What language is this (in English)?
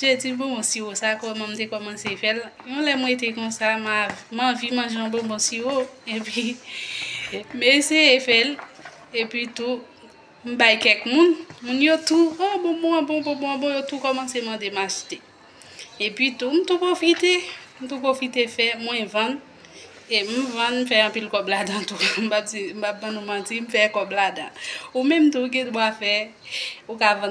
Haitian Creole